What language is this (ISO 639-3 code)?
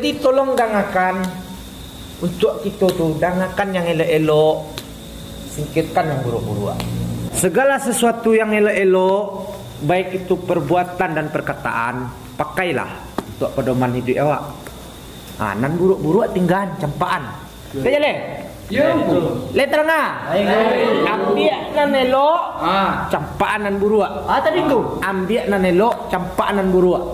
min